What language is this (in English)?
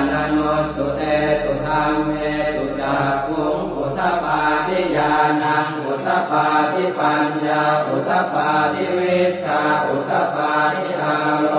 Pali